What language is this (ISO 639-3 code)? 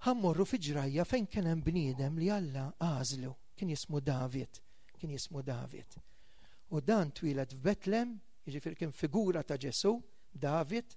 mlt